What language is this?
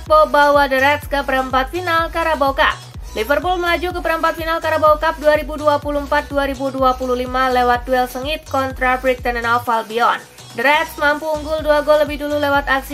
Indonesian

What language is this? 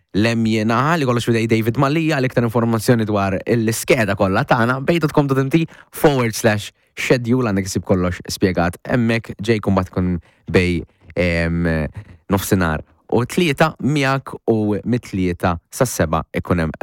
Maltese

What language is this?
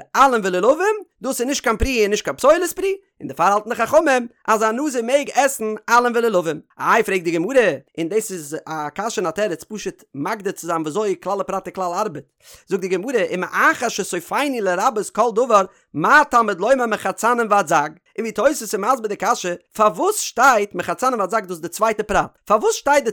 Yiddish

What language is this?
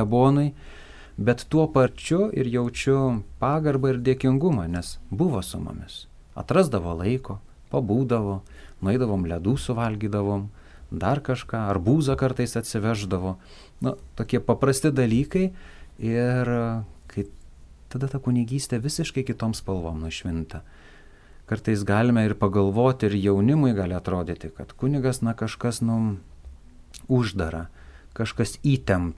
Lithuanian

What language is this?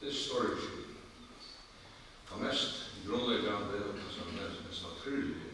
Faroese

